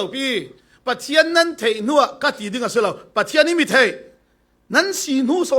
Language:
Falam Chin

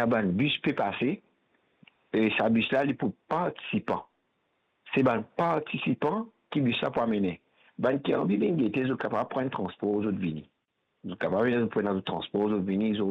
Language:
Morisyen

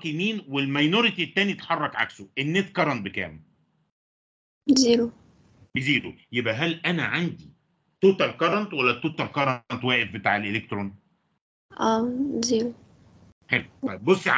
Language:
Egyptian Arabic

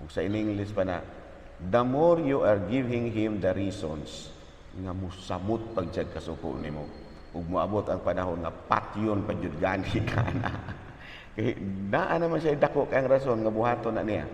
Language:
Cebuano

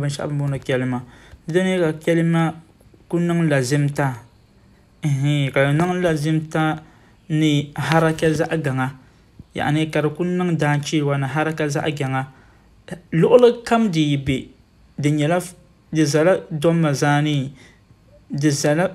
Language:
Dagbani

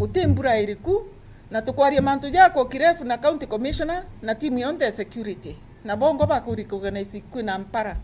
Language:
Meru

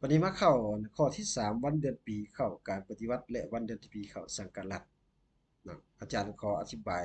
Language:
Lao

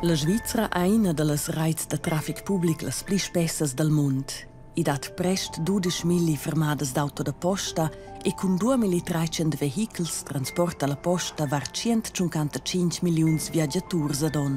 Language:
Romansh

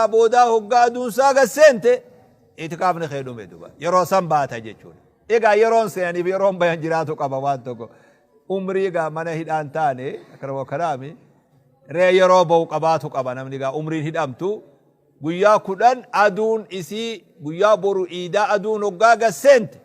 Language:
Oromo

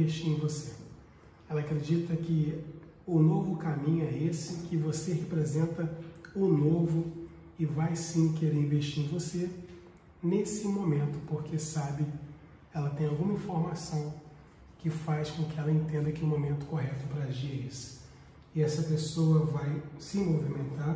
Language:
Portuguese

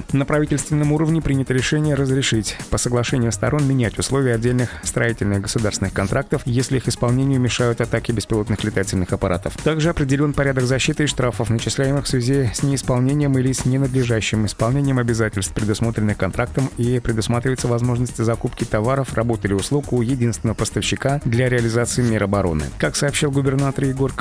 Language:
Russian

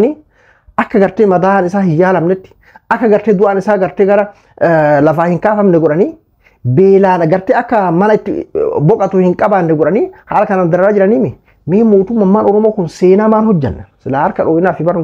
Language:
Oromo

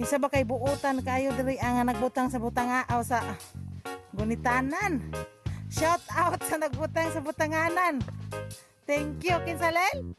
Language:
Cebuano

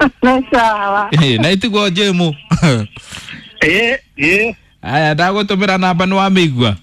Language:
Kikuyu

